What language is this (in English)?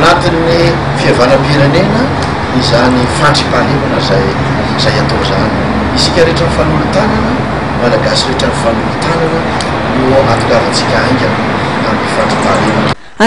Malagasy